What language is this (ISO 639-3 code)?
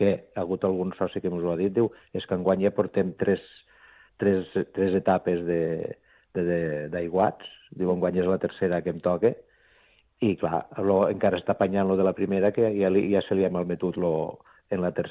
cat